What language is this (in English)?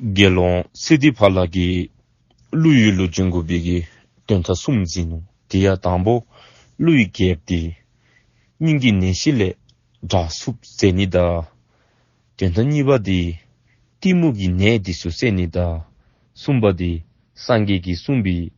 Dzongkha